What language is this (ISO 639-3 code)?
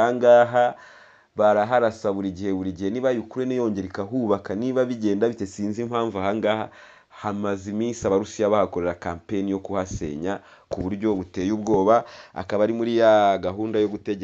kin